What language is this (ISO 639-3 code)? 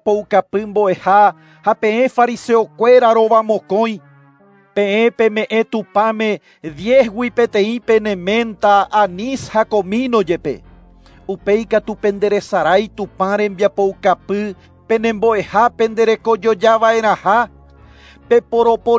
grn